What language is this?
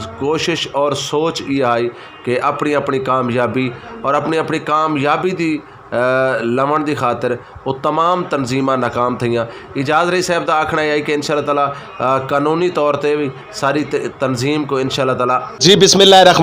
Saraiki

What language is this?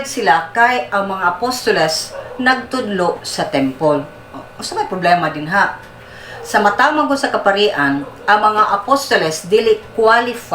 Cebuano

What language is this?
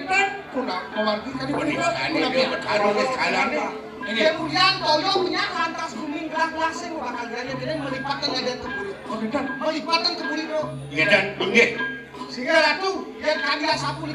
Balinese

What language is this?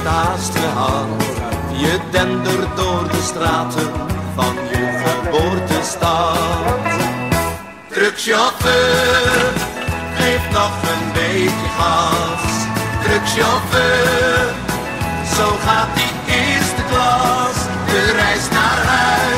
Dutch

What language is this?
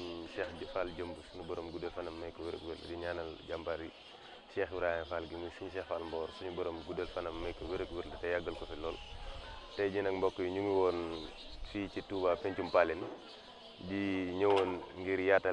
Wolof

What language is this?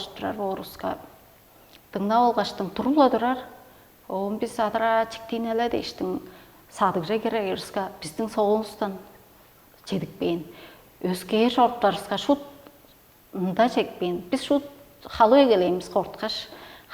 Tuvinian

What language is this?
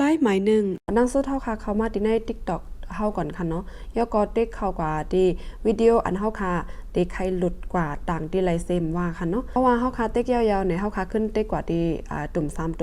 Shan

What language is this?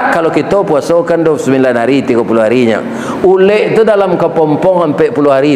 Minangkabau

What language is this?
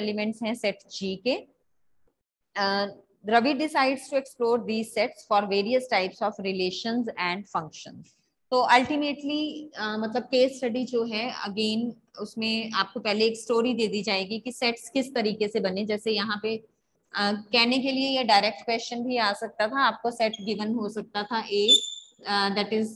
Hindi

